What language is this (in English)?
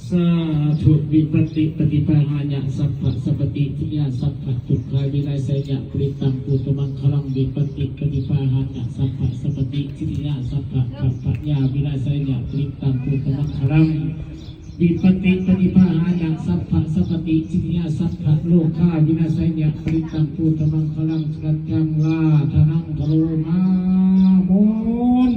Pali